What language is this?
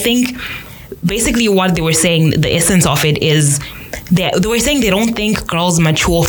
English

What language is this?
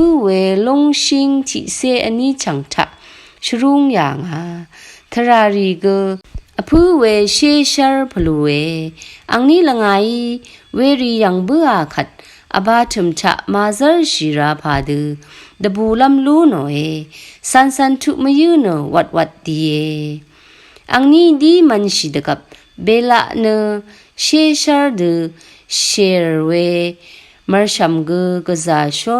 Rawang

